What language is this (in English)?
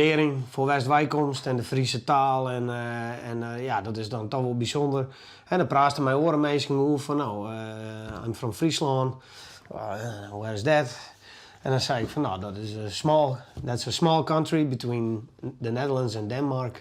Western Frisian